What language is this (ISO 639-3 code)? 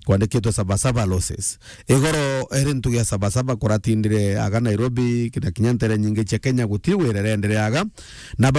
mer